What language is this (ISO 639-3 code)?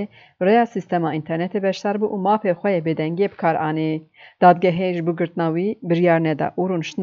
kur